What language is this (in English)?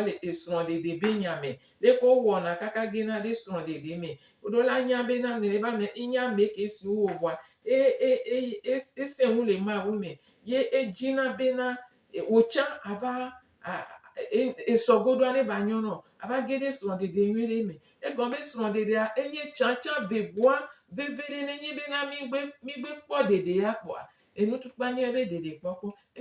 Gen